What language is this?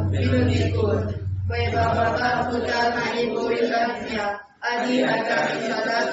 Konkani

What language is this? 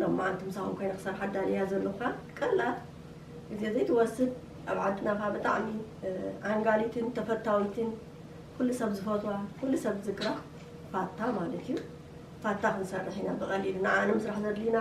Tigrinya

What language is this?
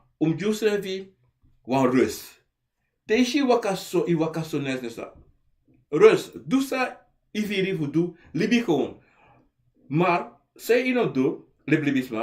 Sranan Tongo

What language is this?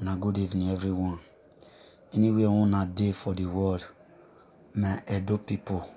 Nigerian Pidgin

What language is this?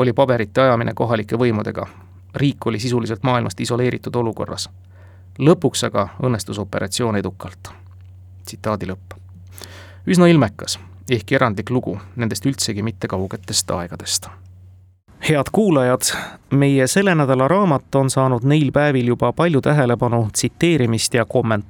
Estonian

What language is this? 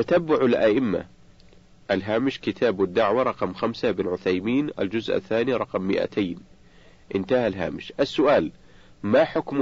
Arabic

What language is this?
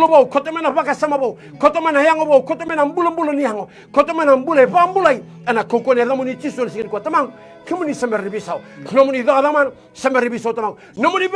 Fijian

